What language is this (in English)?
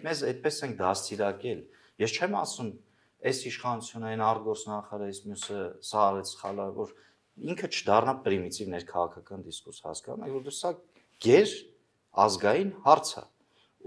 Armenian